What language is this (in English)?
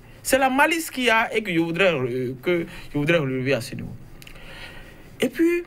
French